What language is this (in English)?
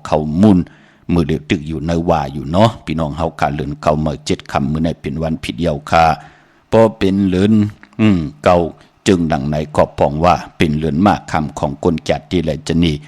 Shan